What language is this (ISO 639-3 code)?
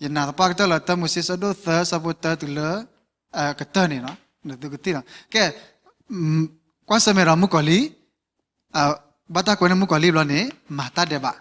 ksw